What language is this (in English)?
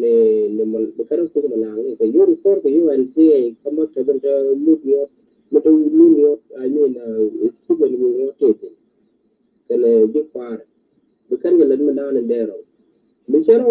Nuer